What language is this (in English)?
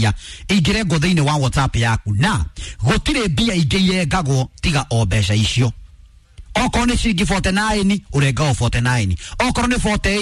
Kikuyu